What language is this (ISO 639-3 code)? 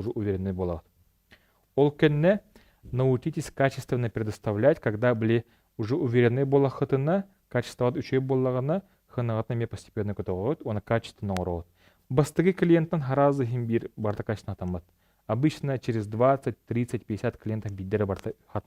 sah